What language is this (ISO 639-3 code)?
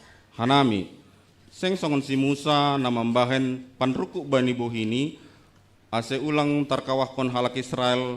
bts